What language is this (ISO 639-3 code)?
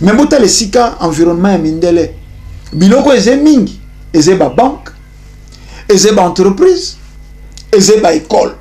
lin